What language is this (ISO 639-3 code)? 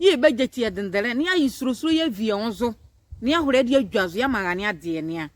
nzi